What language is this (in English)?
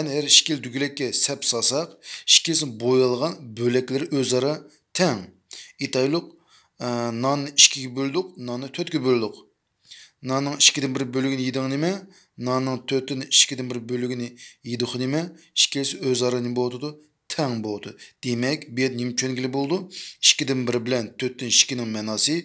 Uyghur